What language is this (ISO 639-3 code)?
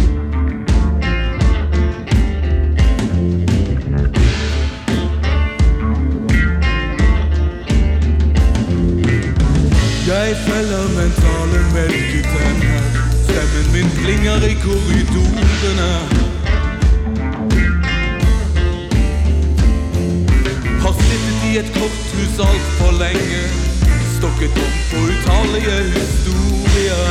nor